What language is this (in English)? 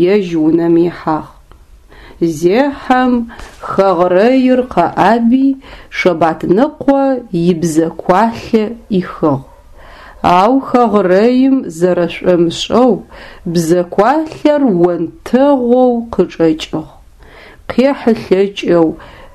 Adyghe